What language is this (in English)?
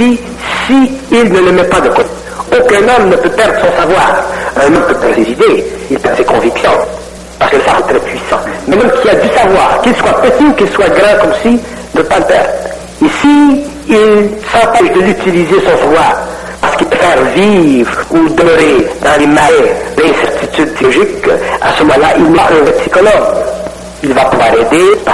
French